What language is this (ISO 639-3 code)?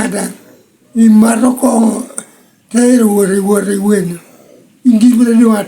laj